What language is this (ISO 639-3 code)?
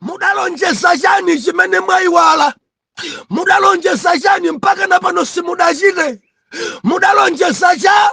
nya